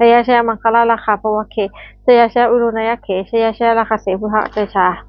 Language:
Pali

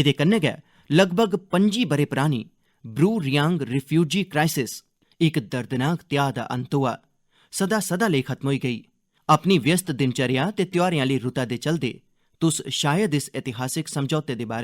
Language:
Dogri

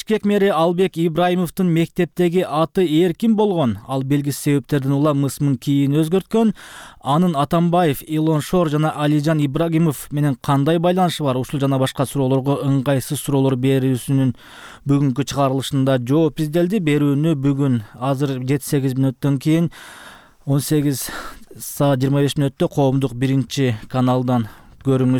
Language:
Kyrgyz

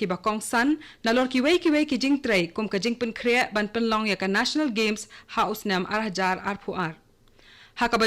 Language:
Khasi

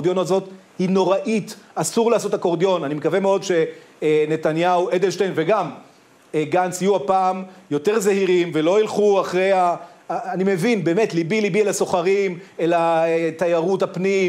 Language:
Hebrew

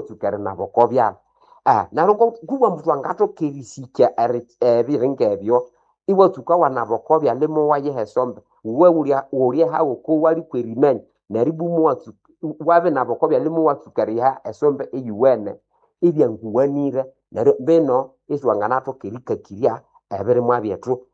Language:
Nande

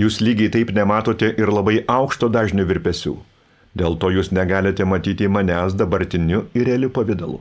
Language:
Lithuanian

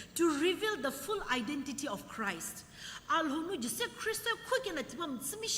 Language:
Sumi Naga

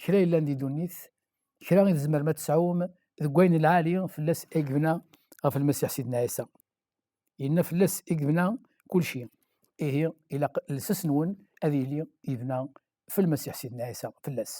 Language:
Kabyle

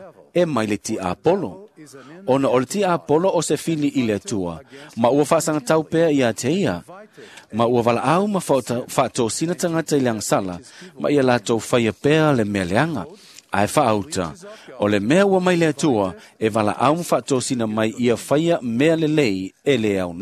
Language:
Samoan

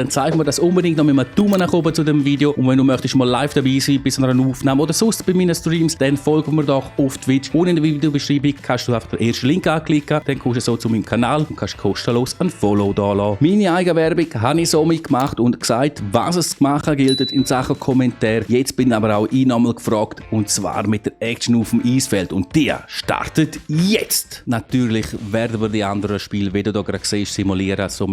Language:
Swiss German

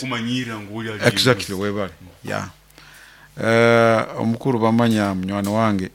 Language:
Nyoro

